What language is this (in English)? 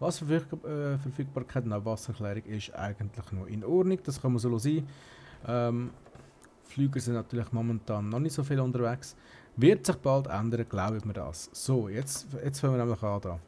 Swiss German